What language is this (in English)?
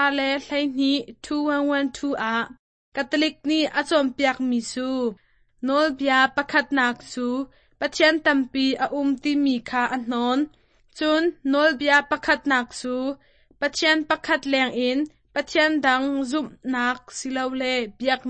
Hakha Chin